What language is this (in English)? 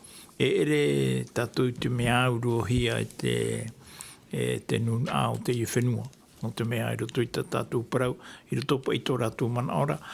Tahitian